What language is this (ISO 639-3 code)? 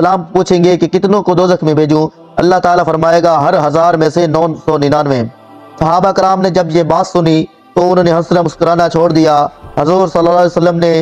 urd